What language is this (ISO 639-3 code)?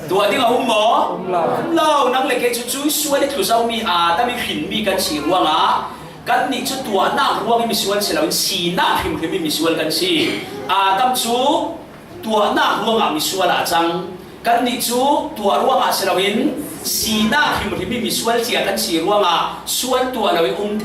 cfm